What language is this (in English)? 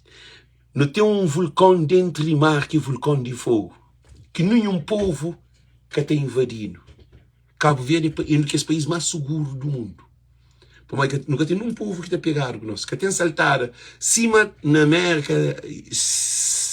Kabuverdianu